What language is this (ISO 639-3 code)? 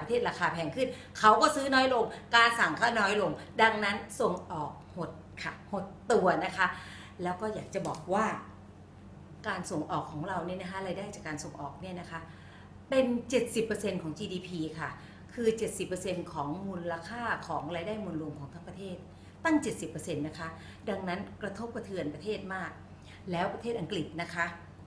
tha